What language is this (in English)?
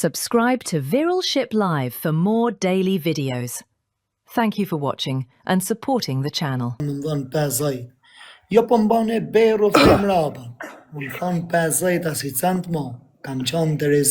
Albanian